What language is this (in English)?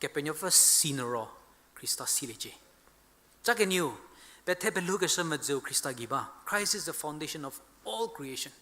Angami Naga